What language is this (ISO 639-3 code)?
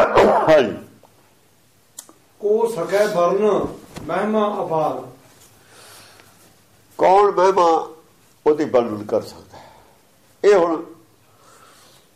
pan